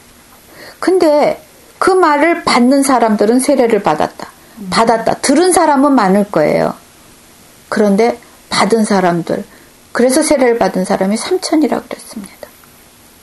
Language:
Korean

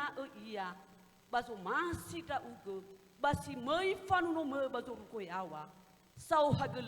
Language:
Nias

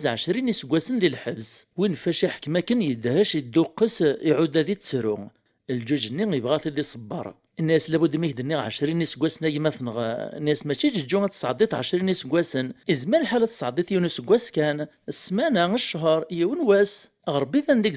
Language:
Kabyle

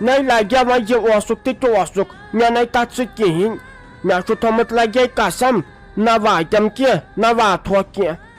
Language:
Kashmiri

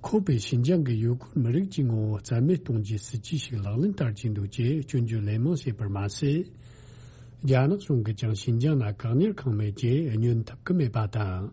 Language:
Tibetan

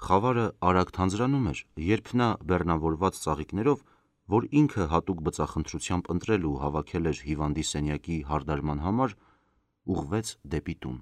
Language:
Armenian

